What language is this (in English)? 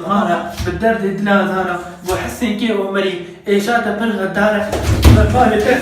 Kurdish